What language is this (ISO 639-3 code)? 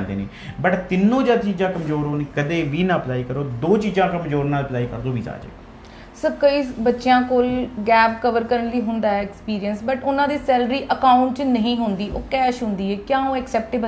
pan